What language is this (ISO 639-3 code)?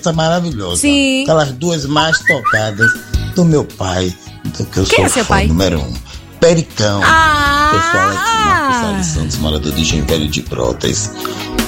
por